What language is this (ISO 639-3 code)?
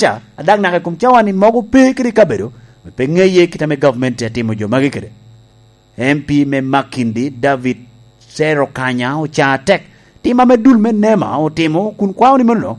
laj